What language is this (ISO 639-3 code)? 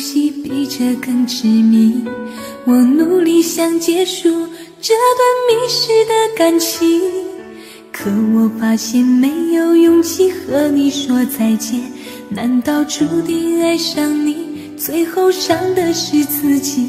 zho